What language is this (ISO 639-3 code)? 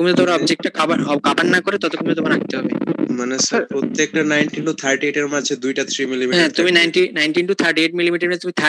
ben